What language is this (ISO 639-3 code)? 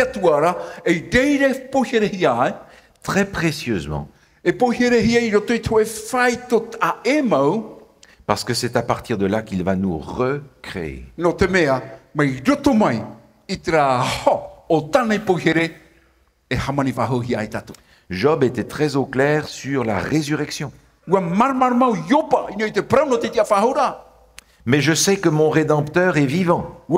tah